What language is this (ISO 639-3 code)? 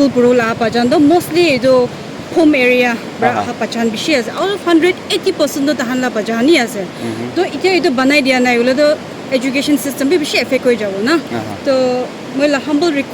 nag